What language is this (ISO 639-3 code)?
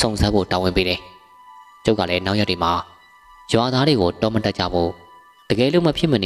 mya